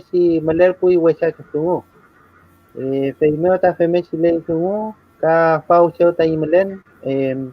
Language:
Mapuche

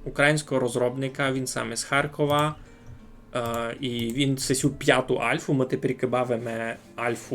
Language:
Rusyn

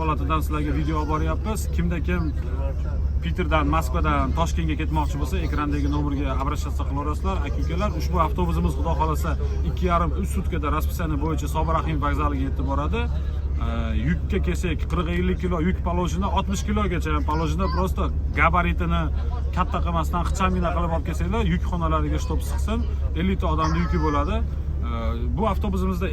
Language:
Uzbek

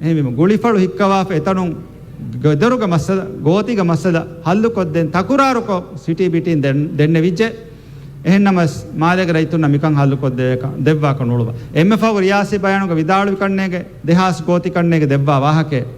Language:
Divehi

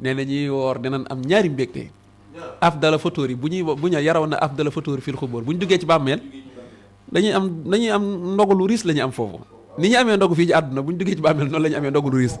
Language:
Wolof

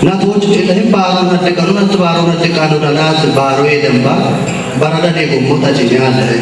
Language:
Kafa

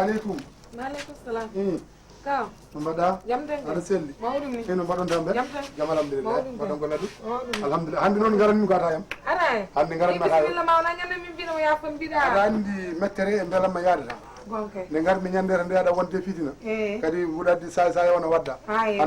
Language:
Fula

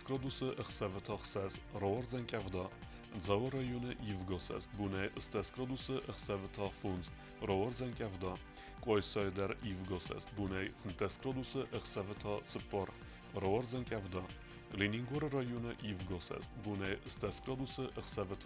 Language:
Ossetic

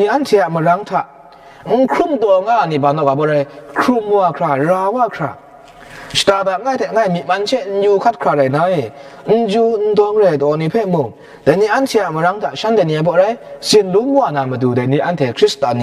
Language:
Kachin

